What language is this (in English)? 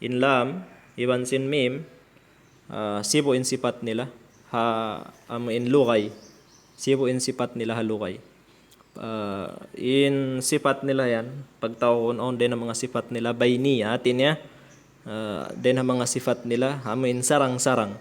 Tausug